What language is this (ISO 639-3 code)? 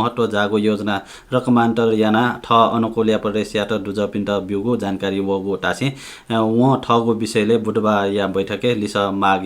new